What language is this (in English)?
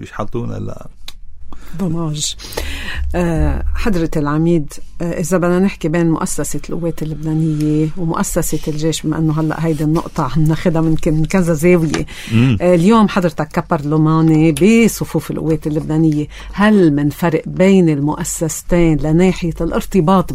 North Levantine Arabic